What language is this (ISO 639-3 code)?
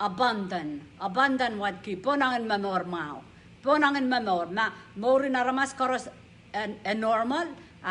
pon